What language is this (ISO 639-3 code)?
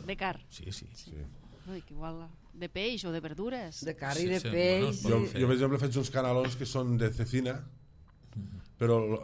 cat